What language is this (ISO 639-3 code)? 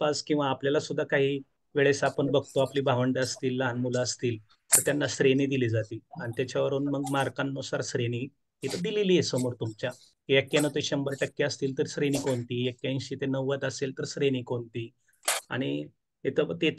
mar